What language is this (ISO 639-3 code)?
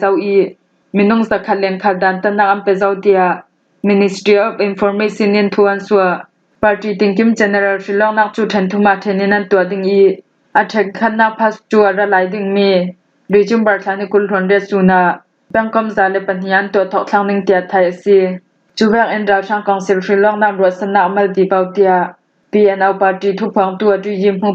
cfm